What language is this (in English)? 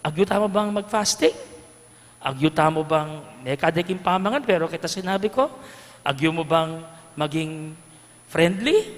Pampanga